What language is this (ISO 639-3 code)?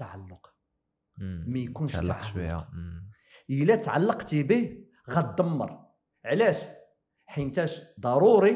ary